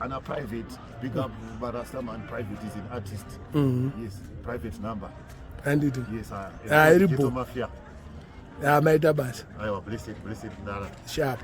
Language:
Shona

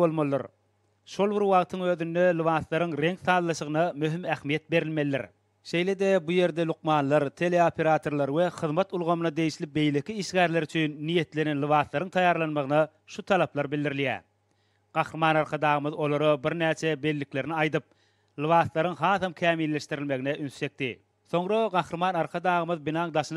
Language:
Turkmen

